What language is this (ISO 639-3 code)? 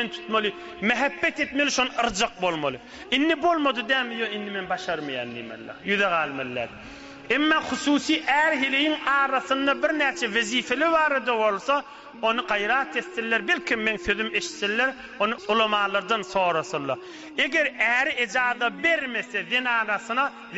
tuk